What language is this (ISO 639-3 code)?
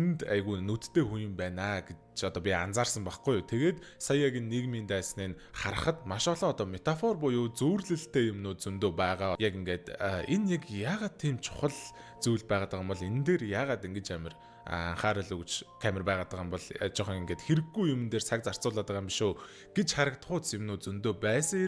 mon